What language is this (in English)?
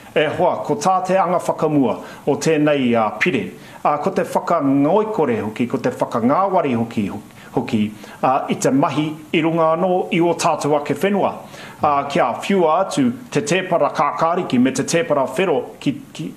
Māori